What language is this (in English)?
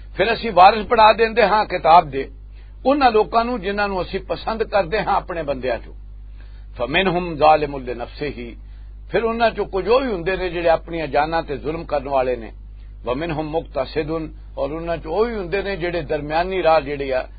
Western Panjabi